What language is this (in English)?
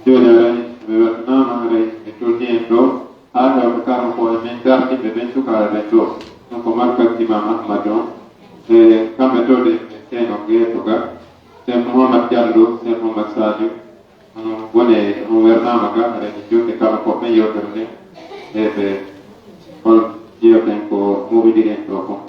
Pular